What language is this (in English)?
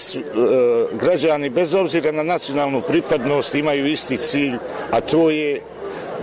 Bosnian